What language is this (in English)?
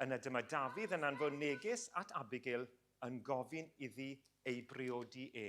Welsh